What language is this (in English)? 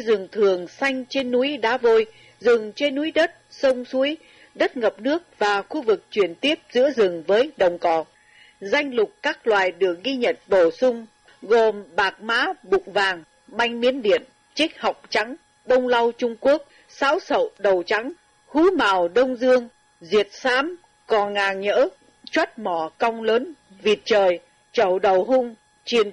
Vietnamese